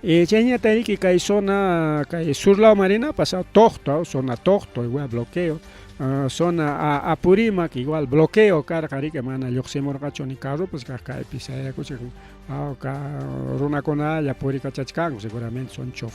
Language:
Ayacucho Quechua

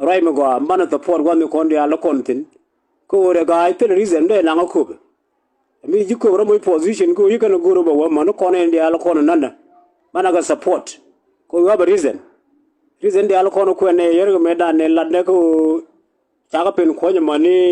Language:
Nuer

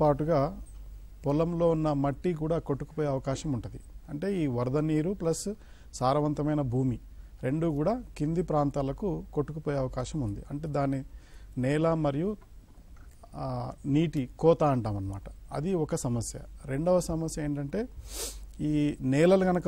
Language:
Telugu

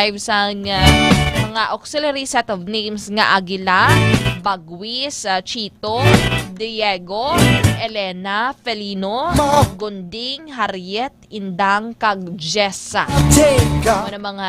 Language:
Hiligaynon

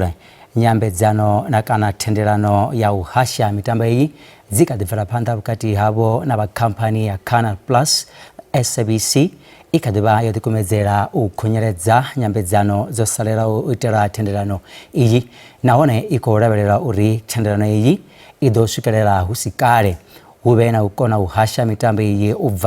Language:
Venda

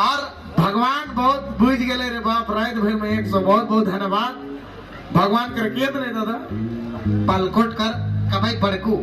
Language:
Sadri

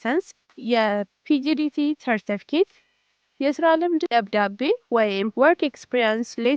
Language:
Amharic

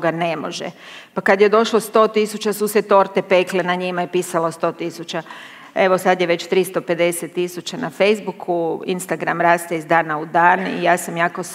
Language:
Croatian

